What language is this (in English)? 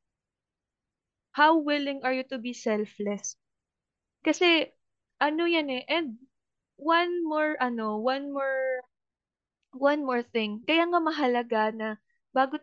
Filipino